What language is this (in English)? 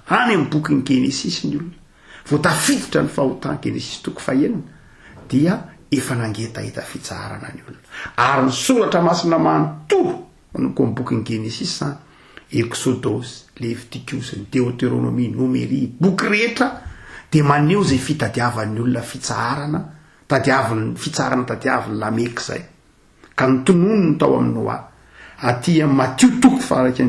Malagasy